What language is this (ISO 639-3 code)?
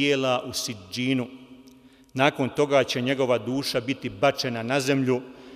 bos